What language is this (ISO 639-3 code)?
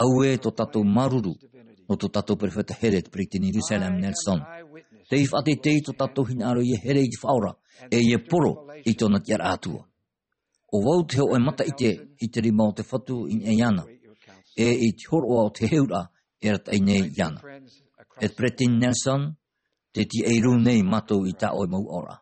tah